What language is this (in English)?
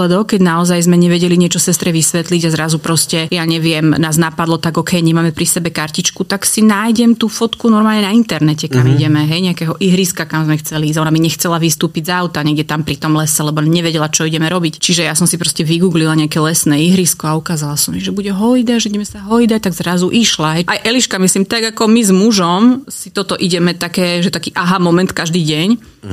Slovak